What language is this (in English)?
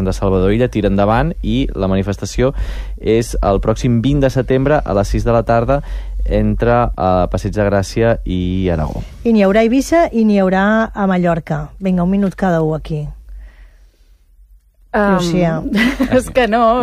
Catalan